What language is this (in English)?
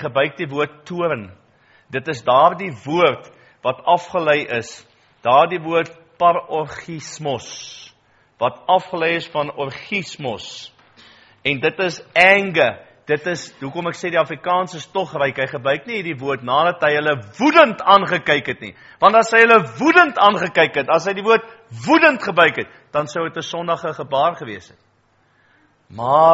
Afrikaans